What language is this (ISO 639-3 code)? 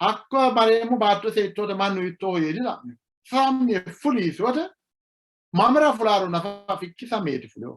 sid